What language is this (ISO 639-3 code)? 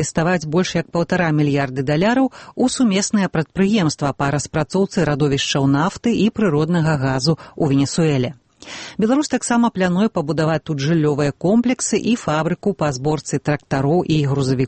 bel